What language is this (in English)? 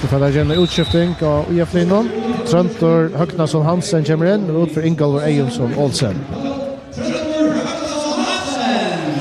Faroese